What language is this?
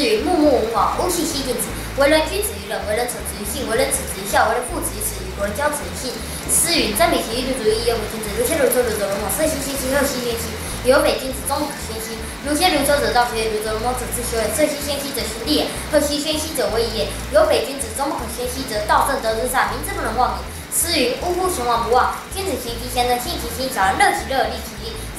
Literary Chinese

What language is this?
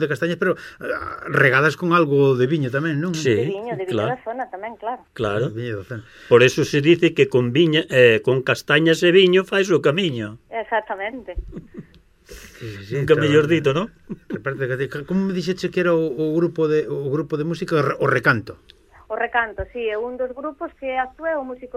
Galician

